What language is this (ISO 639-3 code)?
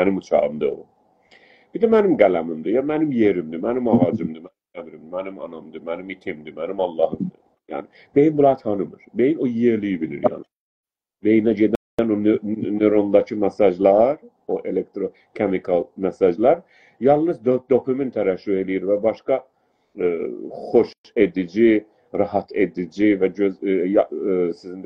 azb